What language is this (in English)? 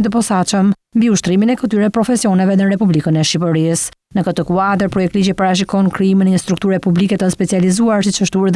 Albanian